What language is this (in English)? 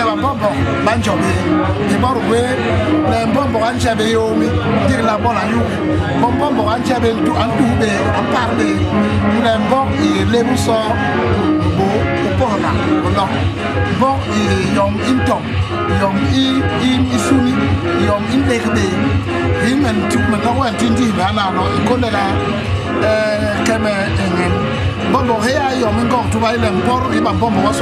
Basaa